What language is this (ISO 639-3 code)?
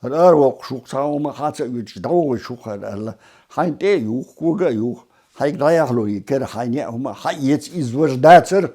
che